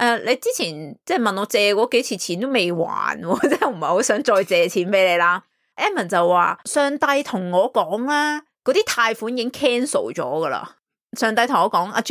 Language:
Cantonese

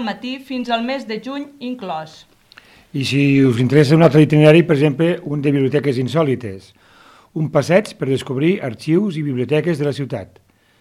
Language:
Catalan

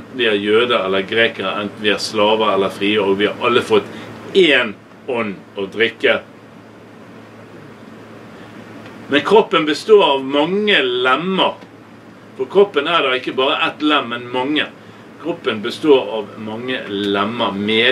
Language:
Norwegian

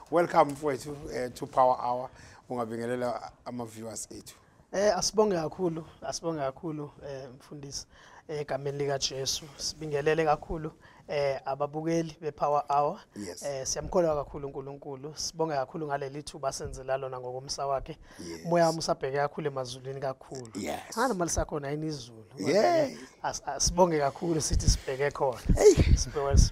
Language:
Zulu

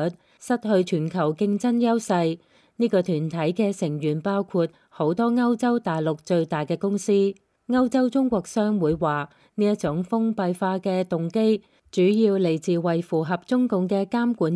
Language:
Cantonese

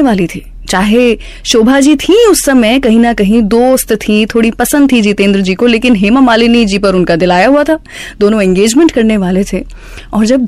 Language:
Hindi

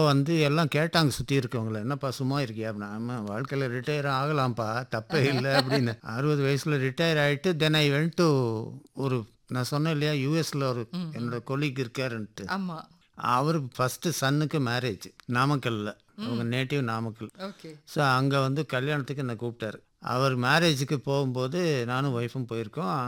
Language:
Tamil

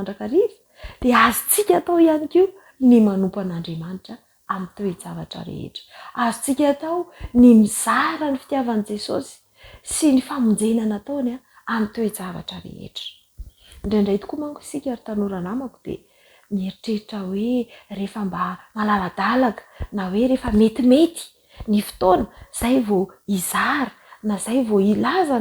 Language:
Malagasy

